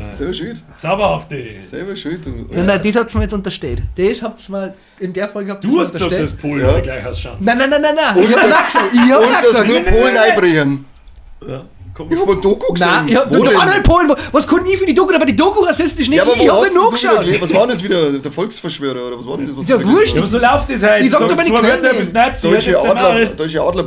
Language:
Bavarian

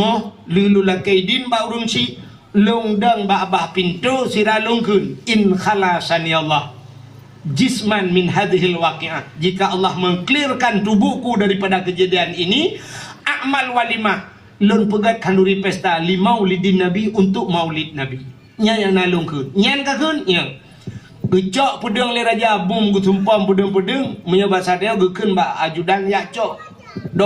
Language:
Achinese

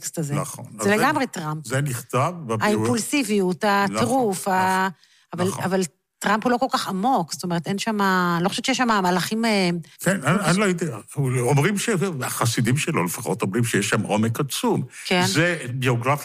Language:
Hebrew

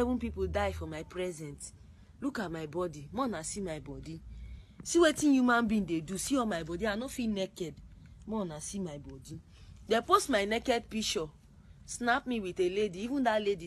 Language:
Nigerian Pidgin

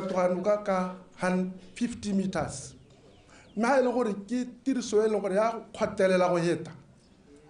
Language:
Tswana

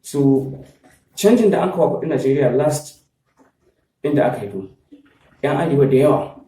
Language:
Hausa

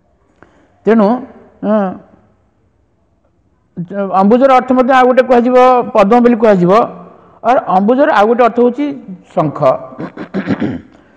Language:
Odia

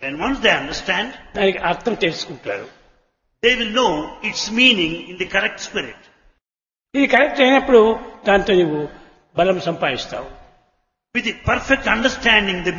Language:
Telugu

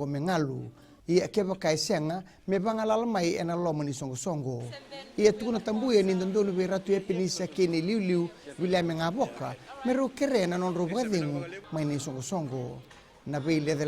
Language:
Fijian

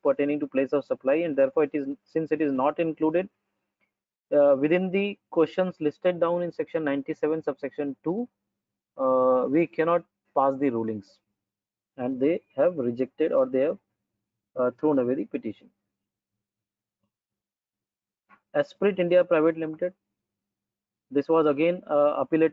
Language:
English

